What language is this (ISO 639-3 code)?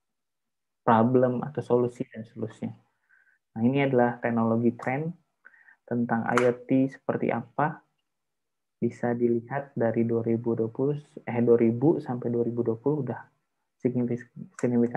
ind